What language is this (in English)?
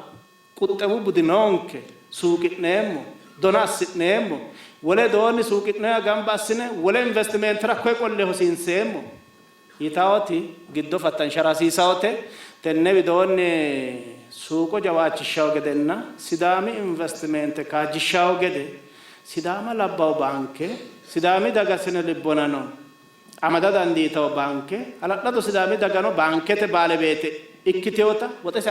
Sidamo